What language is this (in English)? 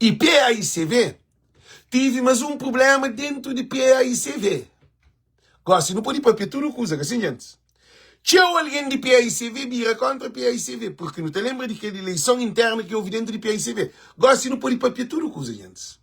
Kabuverdianu